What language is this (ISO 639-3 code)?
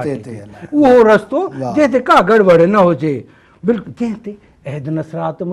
snd